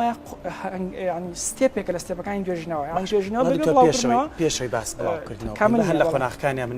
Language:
Central Kurdish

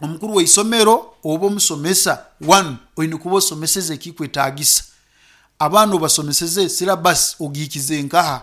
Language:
Nyankole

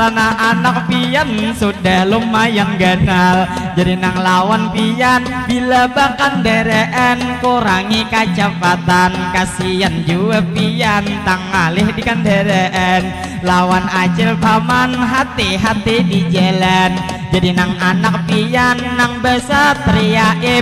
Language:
Banjar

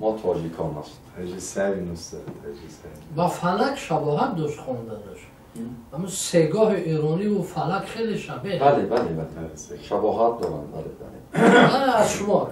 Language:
Tajik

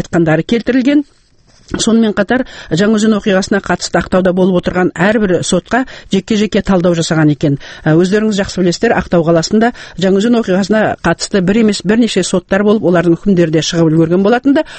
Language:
Kazakh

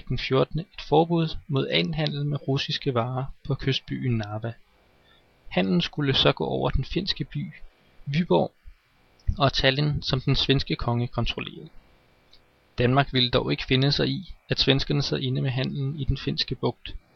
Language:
Danish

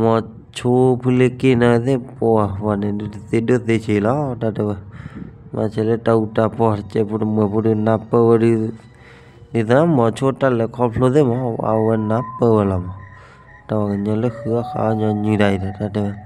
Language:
S'gaw Karen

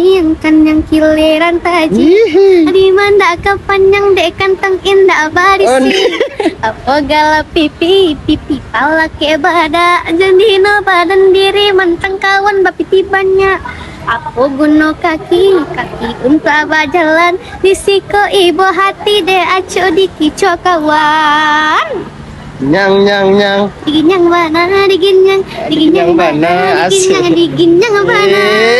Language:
Minangkabau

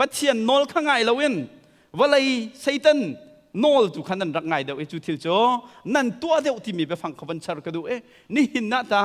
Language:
Hakha Chin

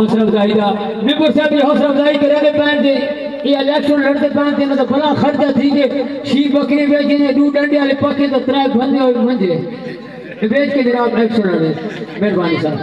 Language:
Saraiki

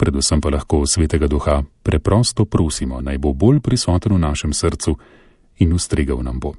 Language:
Slovenian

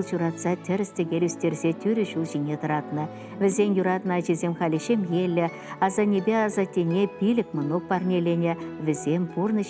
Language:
Chuvash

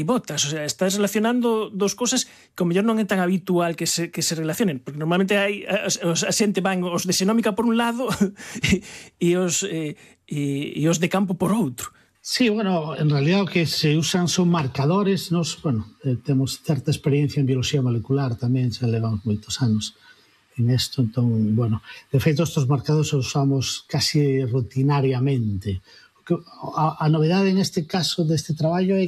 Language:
Galician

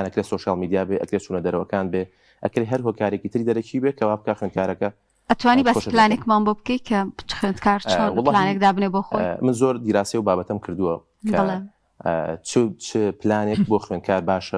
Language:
Central Kurdish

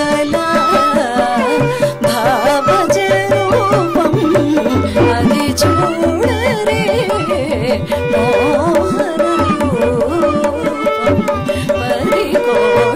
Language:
Telugu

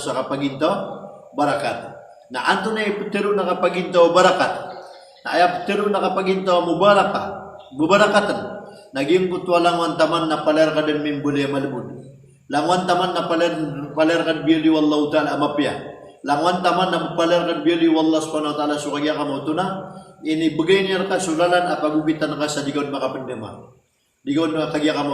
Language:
Maranao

